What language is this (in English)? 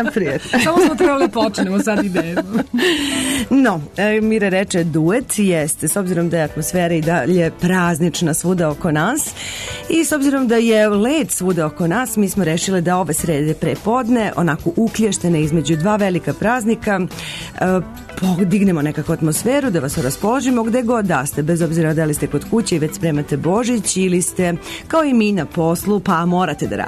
Serbian